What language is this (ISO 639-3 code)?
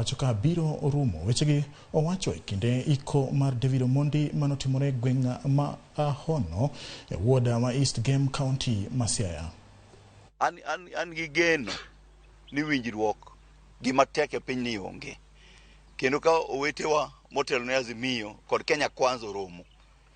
luo